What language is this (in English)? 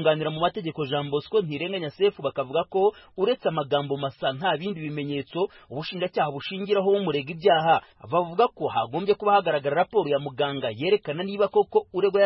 Kinyarwanda